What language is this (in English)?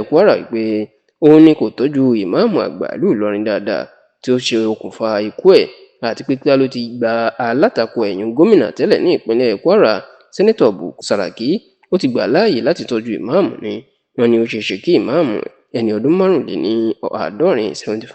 Yoruba